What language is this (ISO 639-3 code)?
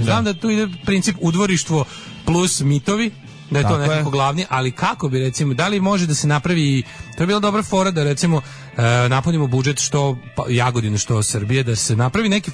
srp